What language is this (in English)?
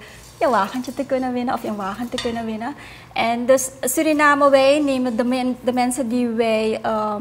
Dutch